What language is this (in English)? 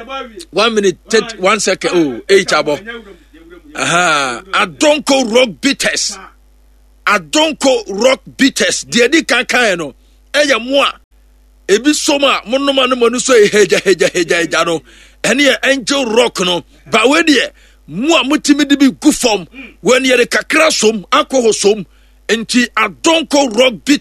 Akan